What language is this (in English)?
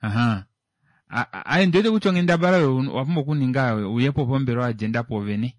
Kuanyama